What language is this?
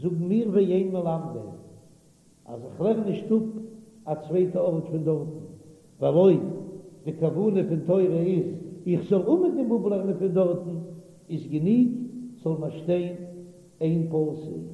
Yiddish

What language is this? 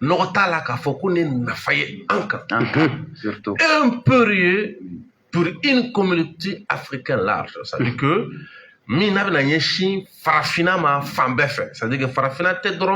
Bambara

